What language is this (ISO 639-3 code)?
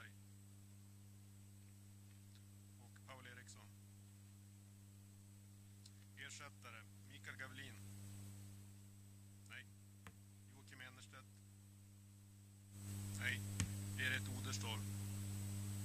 swe